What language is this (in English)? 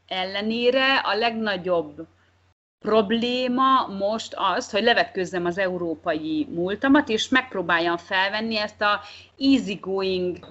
Hungarian